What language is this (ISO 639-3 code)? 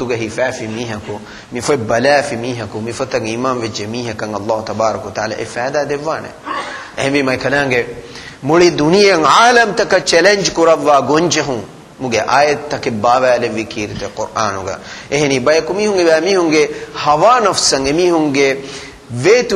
div